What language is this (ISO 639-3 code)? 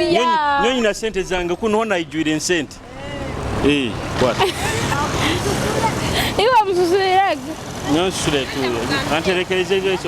nyo